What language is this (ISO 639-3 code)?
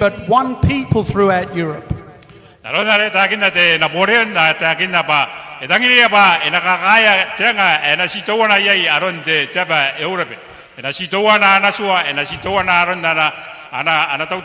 gil